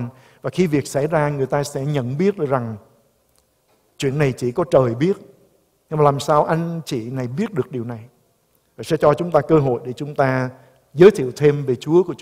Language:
Vietnamese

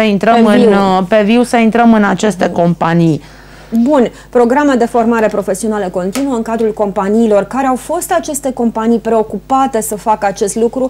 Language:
Romanian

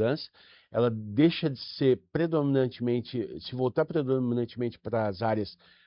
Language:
Portuguese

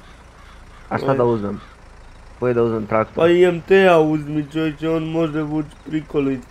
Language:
Croatian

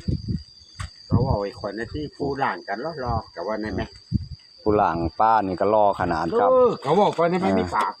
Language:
Northeastern Thai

